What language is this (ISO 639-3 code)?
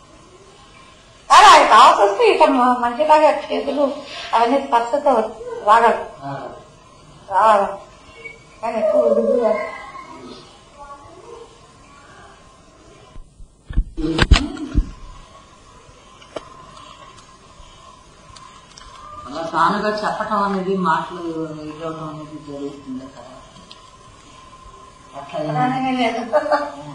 tel